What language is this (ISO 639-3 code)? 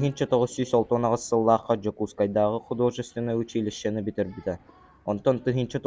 sah